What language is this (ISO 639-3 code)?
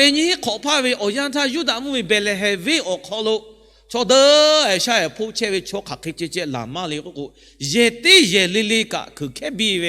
lhu